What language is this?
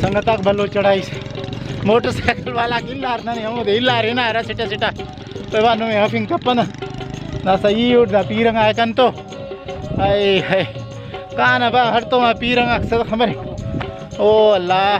Brahui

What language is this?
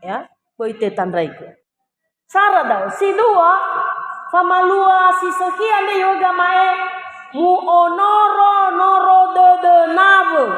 Nias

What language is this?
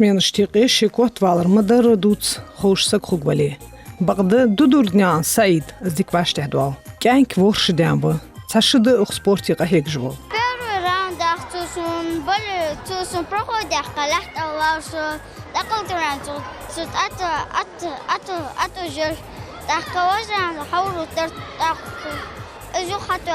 Ingush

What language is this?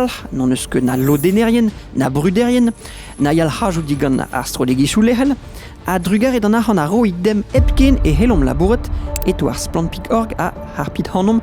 Breton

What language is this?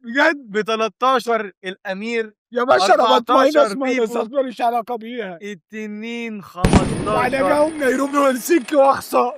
Egyptian Arabic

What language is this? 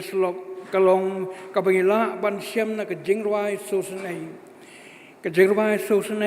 Khasi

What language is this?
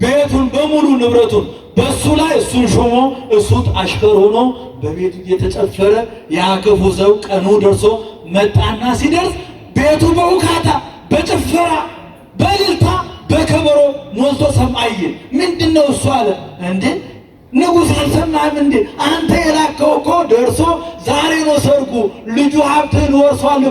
Amharic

